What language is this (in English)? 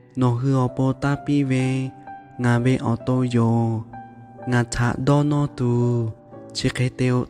Lahu